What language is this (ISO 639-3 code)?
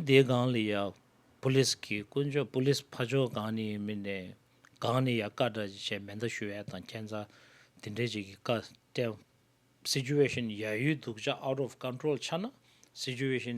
bod